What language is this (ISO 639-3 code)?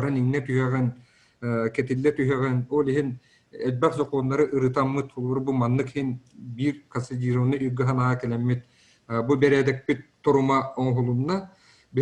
sah